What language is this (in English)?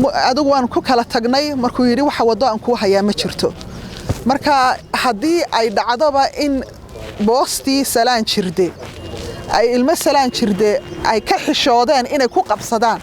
Somali